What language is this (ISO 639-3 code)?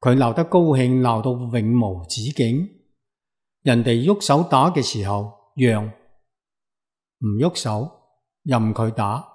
yue